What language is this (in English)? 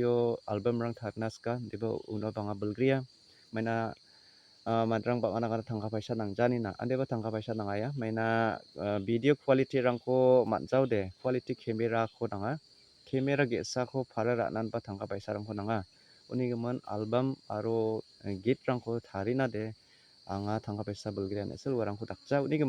Garo